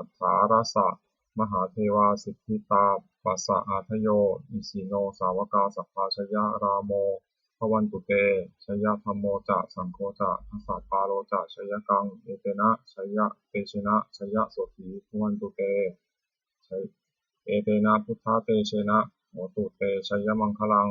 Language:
Pali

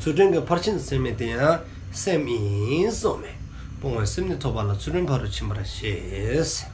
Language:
Dzongkha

